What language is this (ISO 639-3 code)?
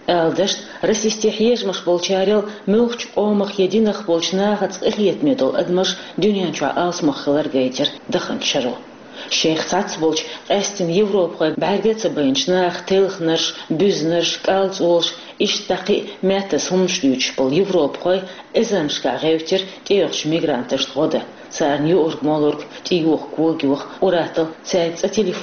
che